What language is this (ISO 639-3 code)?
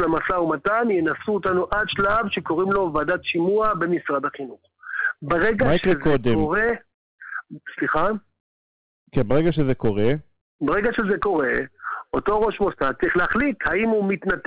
heb